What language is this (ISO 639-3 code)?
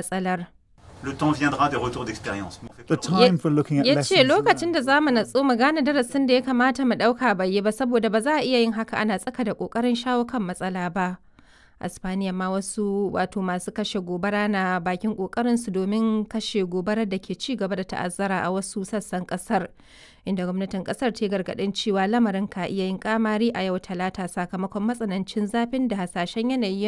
hau